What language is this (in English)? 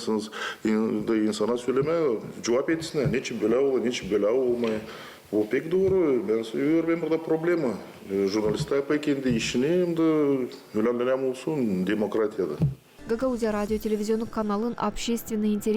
Gagauz